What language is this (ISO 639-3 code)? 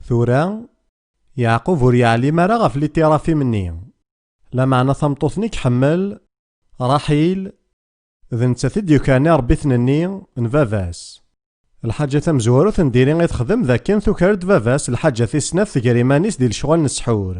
kab